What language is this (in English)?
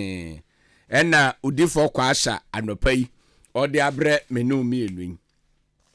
Akan